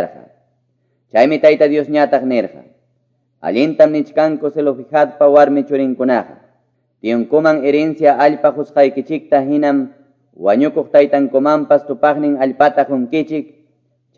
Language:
Quechua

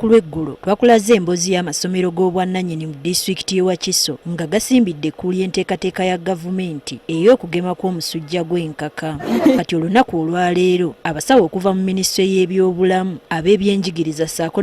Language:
Ganda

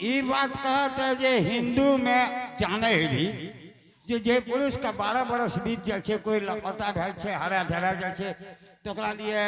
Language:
Angika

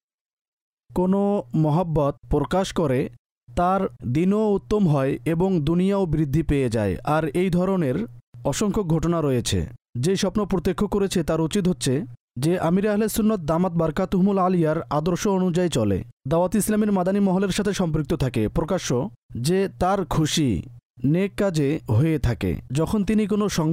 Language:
Bangla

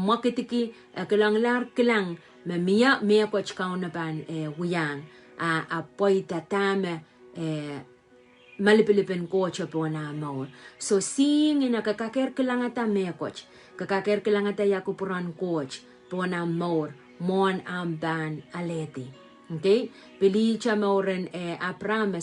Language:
Pohnpeian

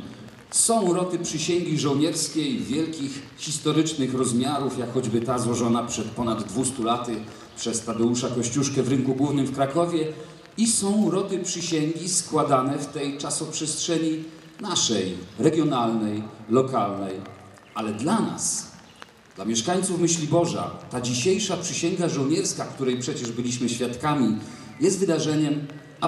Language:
Polish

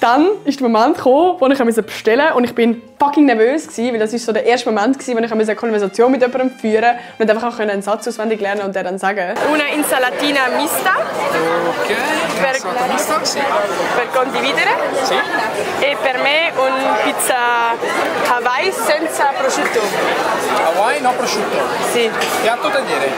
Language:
Swiss German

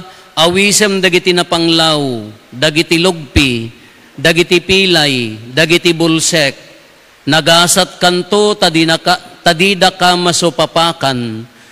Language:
Iloko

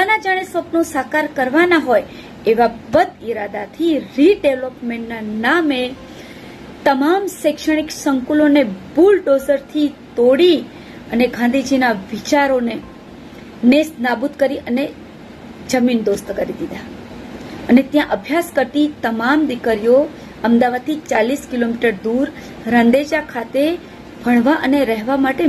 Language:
Gujarati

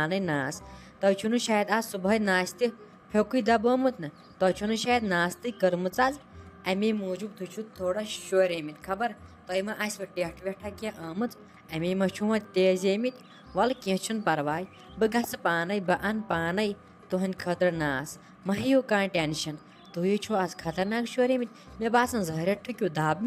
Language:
Kashmiri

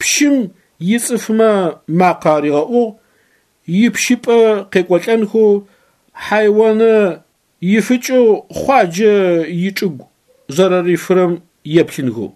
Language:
Adyghe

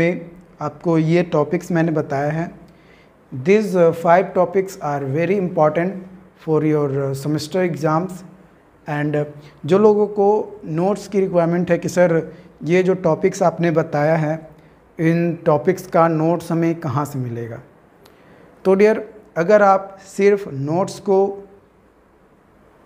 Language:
Hindi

